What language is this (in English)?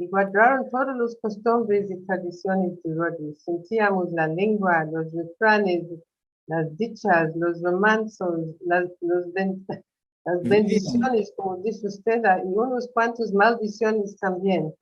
Ladino